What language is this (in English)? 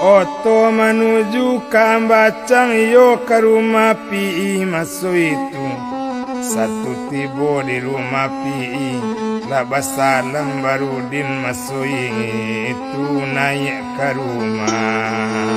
Minangkabau